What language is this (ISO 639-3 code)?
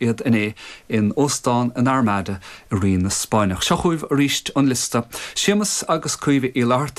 gle